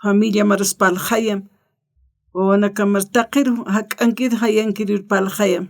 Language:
Aymara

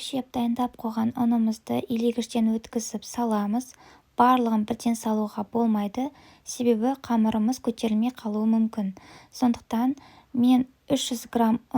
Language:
Kazakh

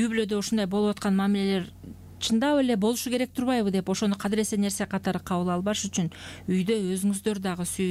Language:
Kyrgyz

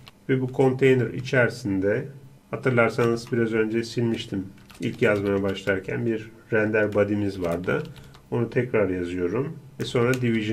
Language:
Turkish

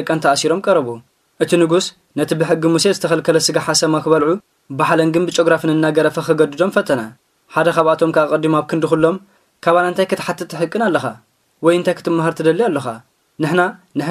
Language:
Tigrinya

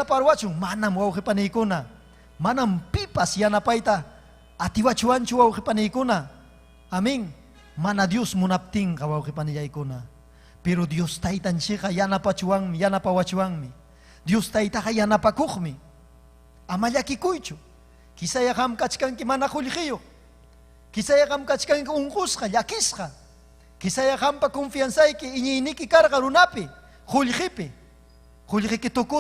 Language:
Ayacucho Quechua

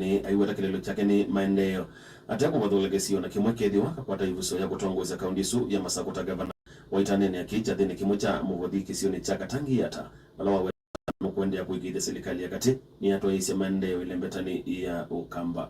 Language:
Kamba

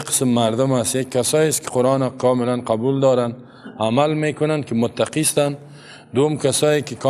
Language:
Persian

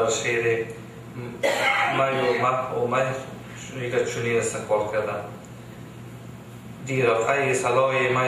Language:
Persian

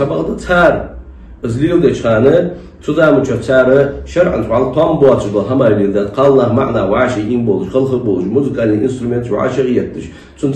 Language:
Ingush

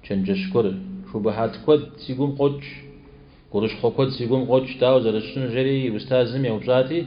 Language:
Kabardian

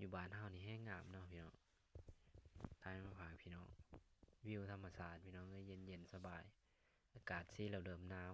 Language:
Lao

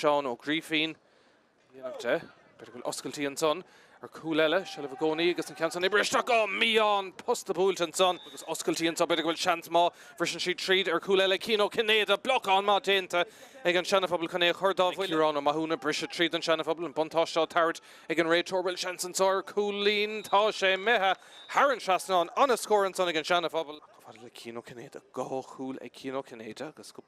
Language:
Irish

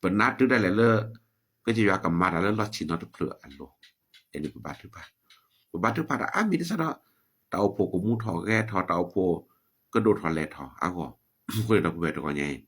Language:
S'gaw Karen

